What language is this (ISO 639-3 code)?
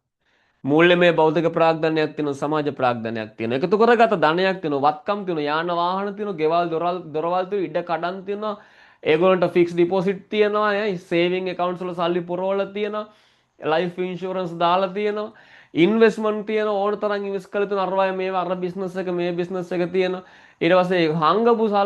sin